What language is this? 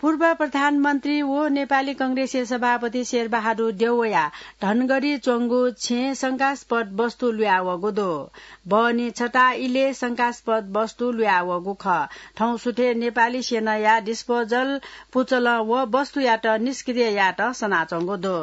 Newari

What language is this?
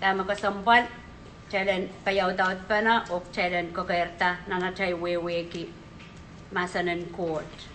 Pohnpeian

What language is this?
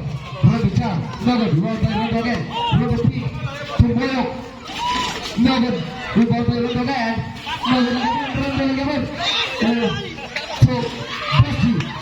Cebuano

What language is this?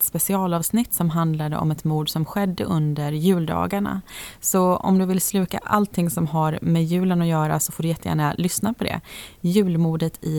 Swedish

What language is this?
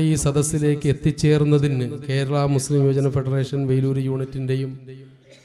Malayalam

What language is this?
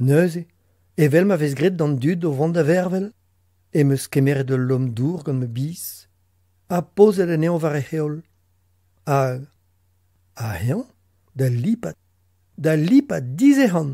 Breton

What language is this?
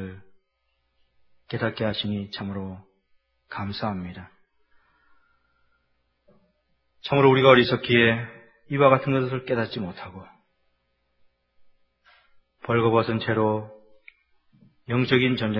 Korean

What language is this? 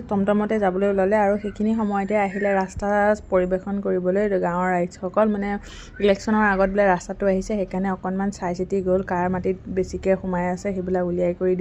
Assamese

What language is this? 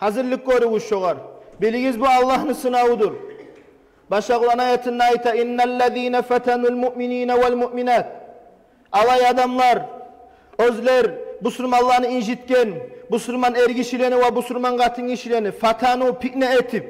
Kumyk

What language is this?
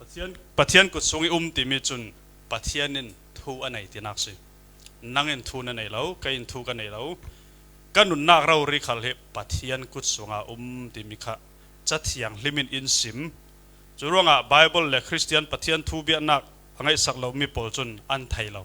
Falam Chin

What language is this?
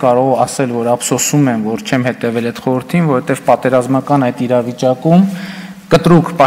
Armenian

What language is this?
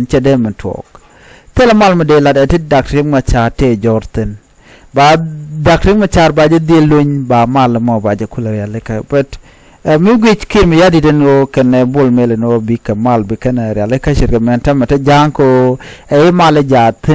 Nuer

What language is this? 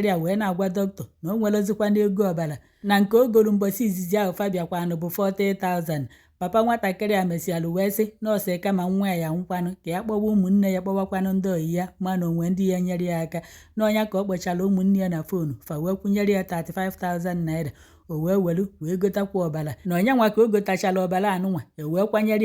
Igbo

